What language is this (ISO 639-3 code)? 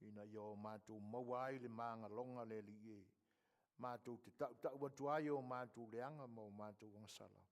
smo